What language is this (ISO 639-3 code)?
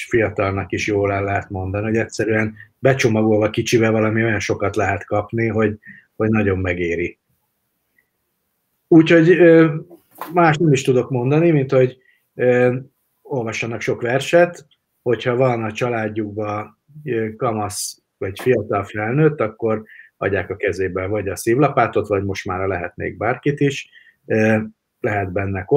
hun